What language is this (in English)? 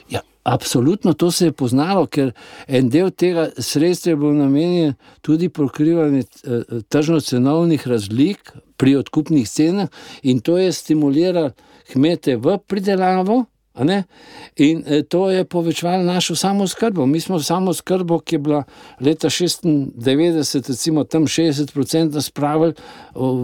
Slovenian